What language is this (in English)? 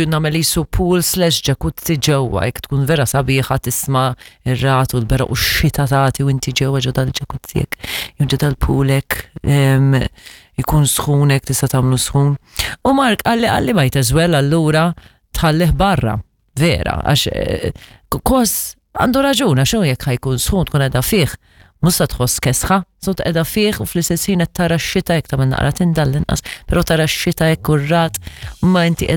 Maltese